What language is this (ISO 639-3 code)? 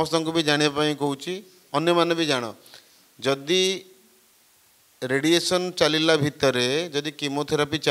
ori